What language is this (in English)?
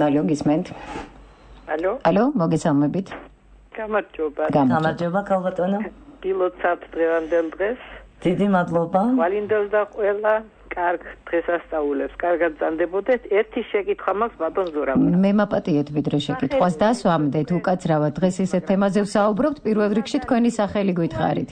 Georgian